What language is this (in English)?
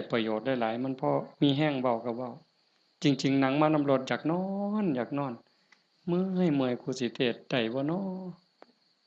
Lao